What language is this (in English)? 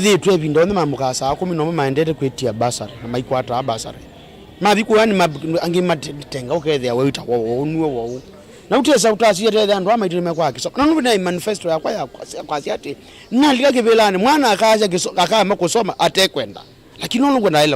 Kamba